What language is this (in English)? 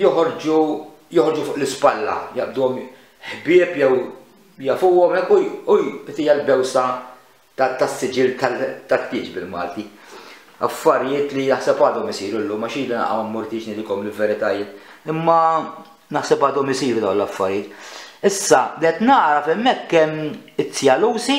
Maltese